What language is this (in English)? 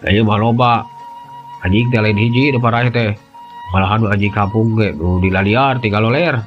Sundanese